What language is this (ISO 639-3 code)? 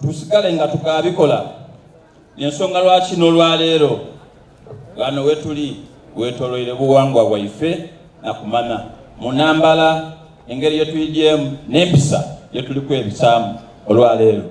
xog